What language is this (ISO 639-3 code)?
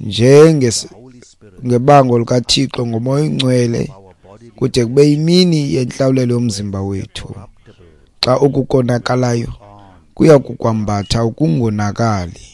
xho